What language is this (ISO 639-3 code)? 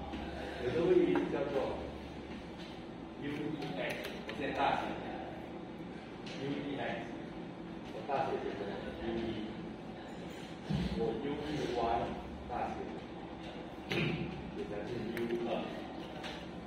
zho